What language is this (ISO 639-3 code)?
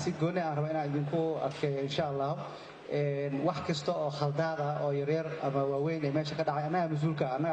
som